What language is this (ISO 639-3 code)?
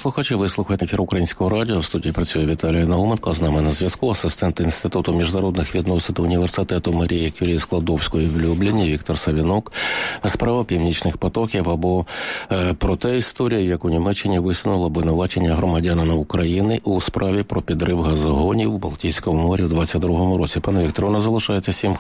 ukr